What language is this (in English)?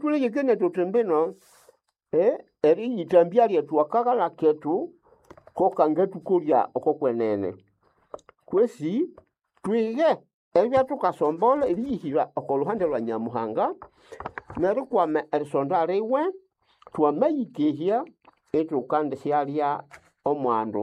Nande